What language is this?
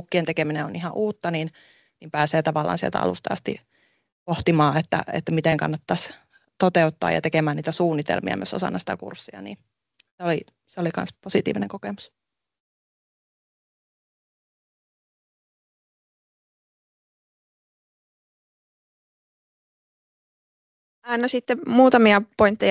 Finnish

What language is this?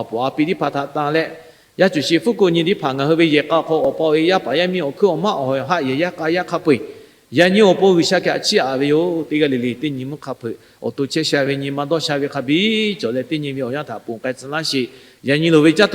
Lahu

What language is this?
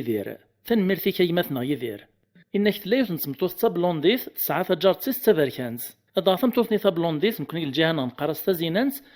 Kabyle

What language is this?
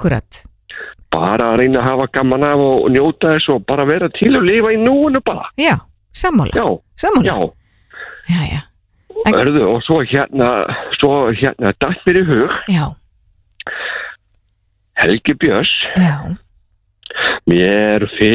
Icelandic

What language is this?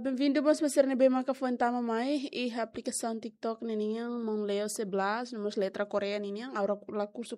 Tetum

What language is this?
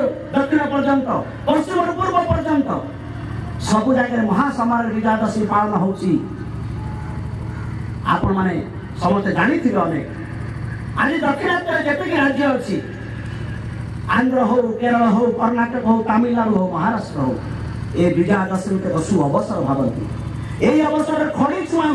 Odia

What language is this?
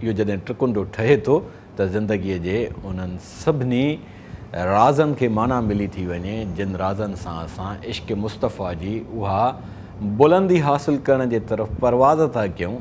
Sindhi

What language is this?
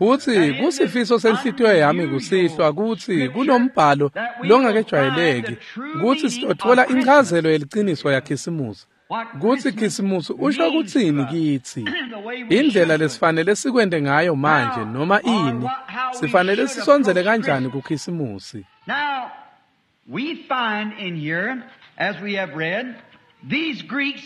Swati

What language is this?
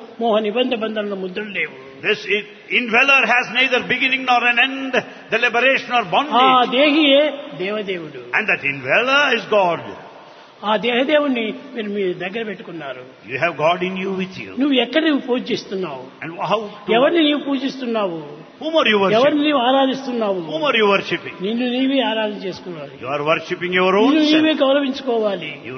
Telugu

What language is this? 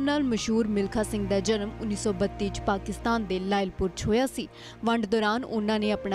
Punjabi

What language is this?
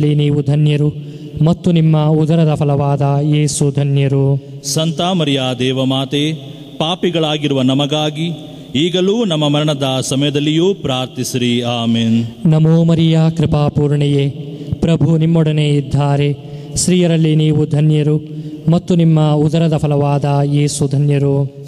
Kannada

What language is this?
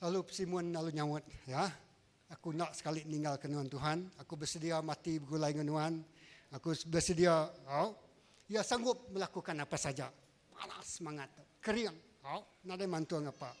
Iban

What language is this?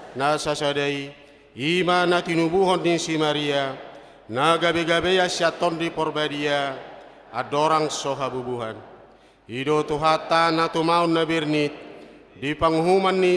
Batak Toba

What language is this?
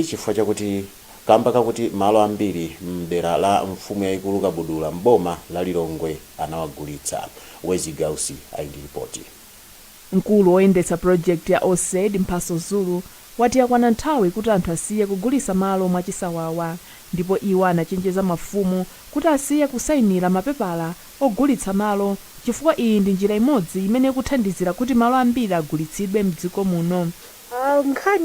Nyanja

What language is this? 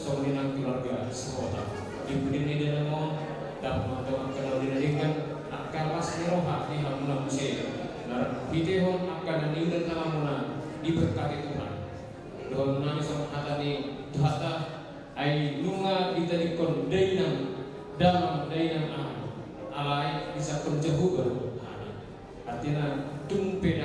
Batak Toba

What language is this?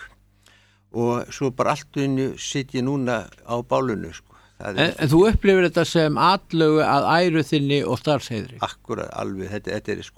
Icelandic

